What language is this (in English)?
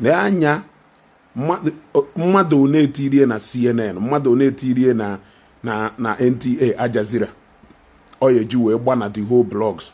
Igbo